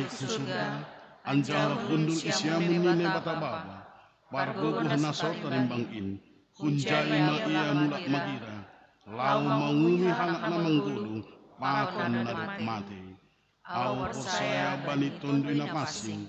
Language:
Batak Simalungun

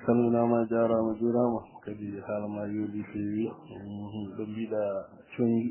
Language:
Fula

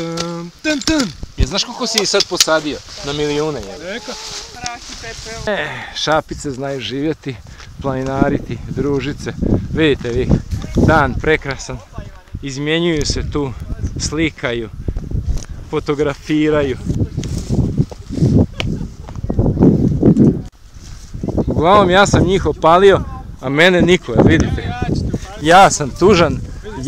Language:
Croatian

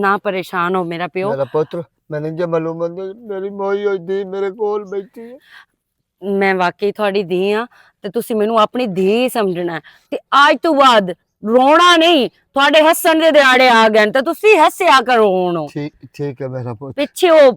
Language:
Western Panjabi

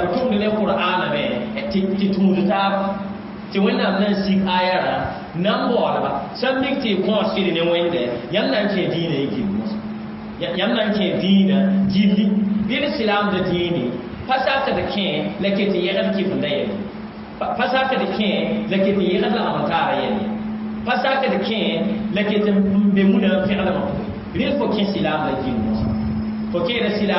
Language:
Mossi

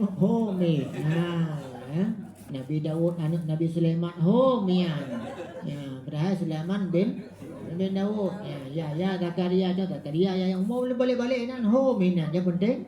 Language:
Achinese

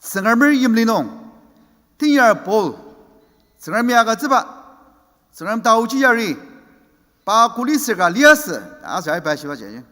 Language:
Ao Naga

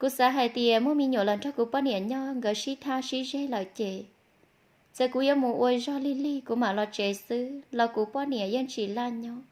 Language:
Hmong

